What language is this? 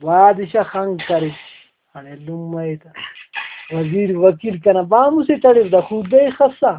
Brahui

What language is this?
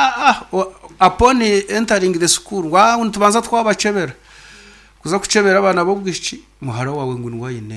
Nyankole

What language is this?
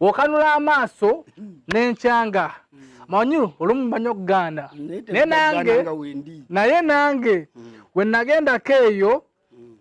Ganda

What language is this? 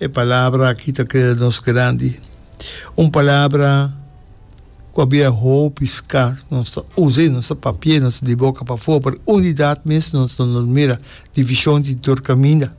Papiamento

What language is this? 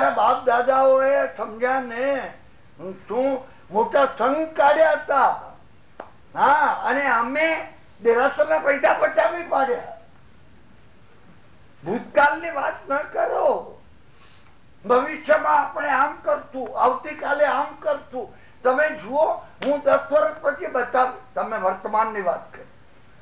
Gujarati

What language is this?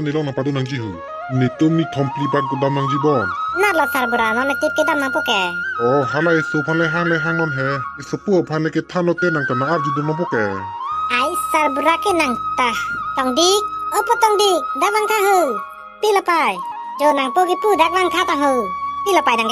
Karbi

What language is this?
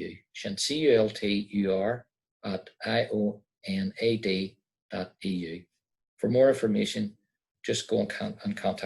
Irish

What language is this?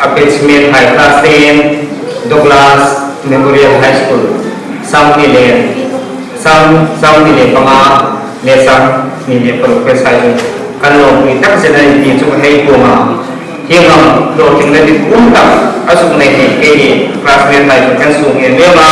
Hmar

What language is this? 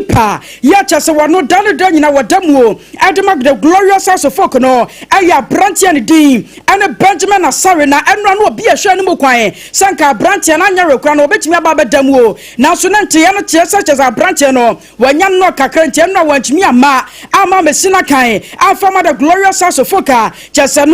Akan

